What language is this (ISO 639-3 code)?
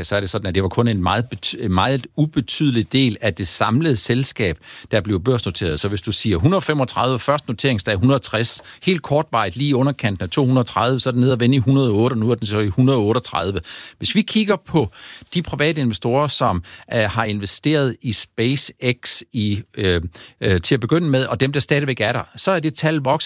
dan